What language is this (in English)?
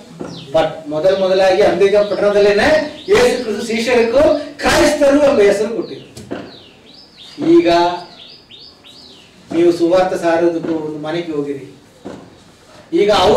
Kannada